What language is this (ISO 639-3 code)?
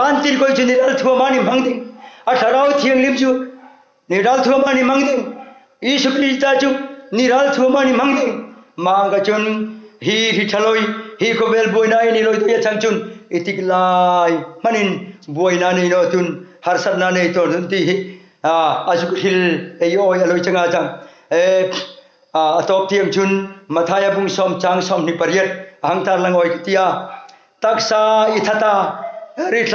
hmr